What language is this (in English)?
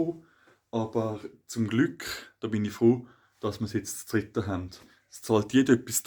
Swiss German